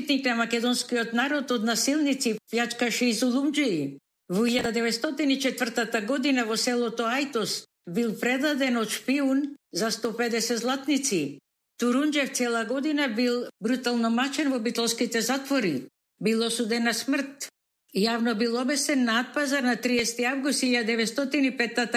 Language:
Macedonian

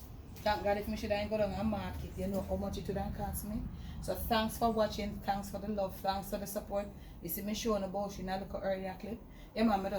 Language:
Jamaican Creole English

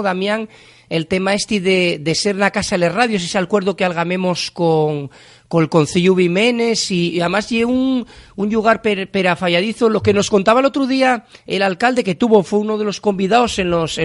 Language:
Asturian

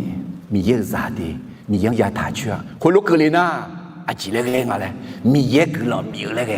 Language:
Akha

